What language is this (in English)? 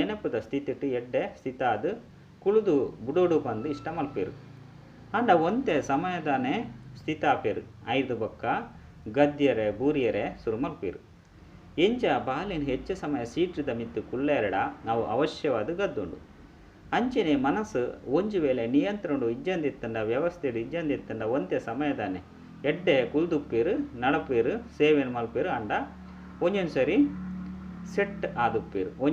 Tulu